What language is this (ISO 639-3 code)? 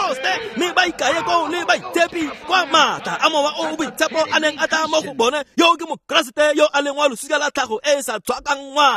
tsn